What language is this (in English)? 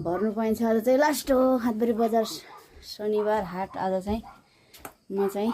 Nepali